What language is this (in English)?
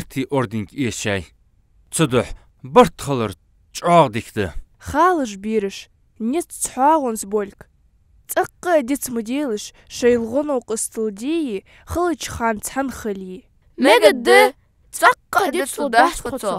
Ingush